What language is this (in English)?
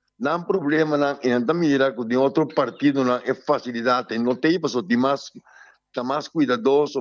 Papiamento